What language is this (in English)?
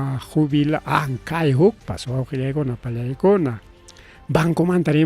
Ayacucho Quechua